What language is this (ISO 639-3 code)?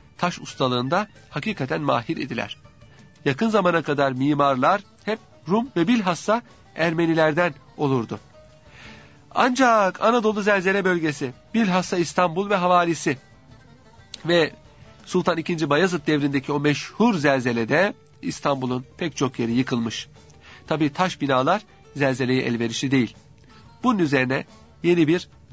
tur